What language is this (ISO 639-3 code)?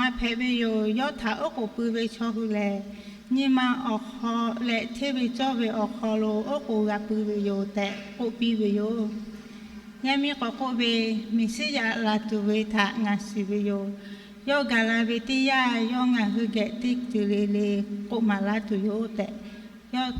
lhu